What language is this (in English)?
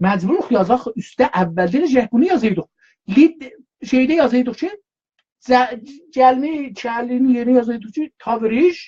South Azerbaijani